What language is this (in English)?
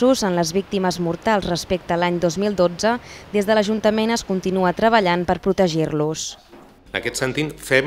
Catalan